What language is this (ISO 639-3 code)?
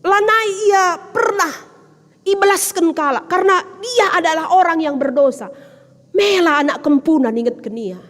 btx